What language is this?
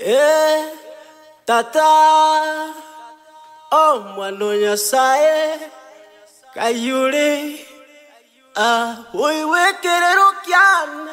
Gusii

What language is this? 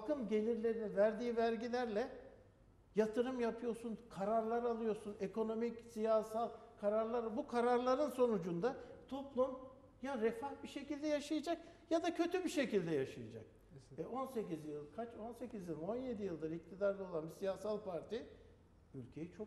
Turkish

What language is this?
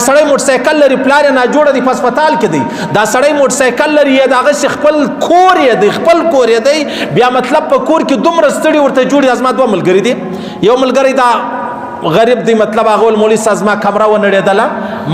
Pashto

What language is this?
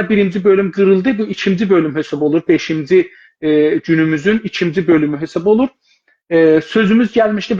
South Azerbaijani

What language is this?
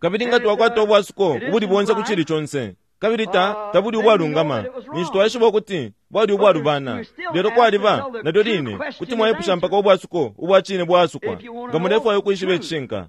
Bemba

